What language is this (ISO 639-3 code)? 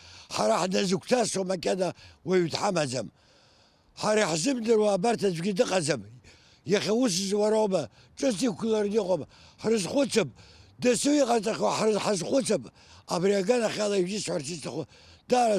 abk